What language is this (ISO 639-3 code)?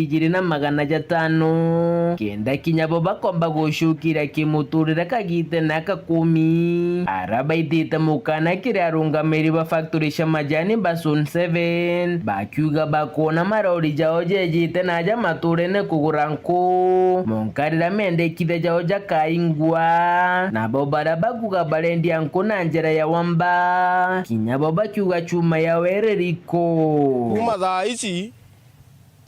mer